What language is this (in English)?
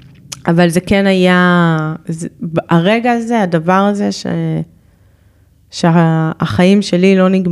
Hebrew